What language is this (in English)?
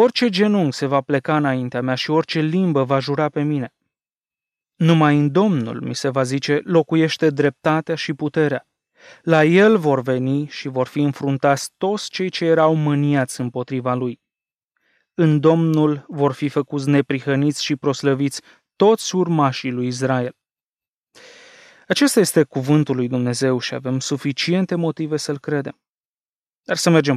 Romanian